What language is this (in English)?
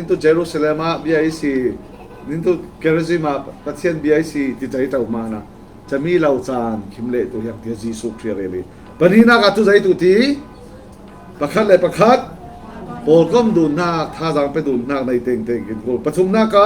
Falam Chin